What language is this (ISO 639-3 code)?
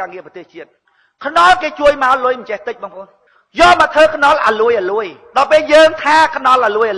khm